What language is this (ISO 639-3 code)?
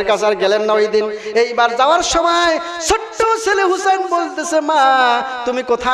ben